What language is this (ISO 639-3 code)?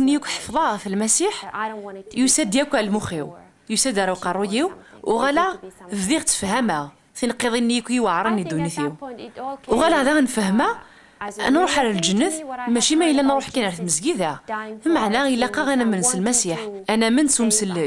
kab